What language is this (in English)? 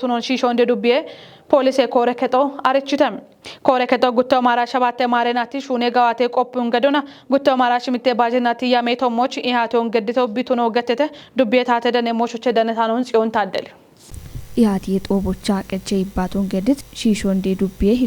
Kafa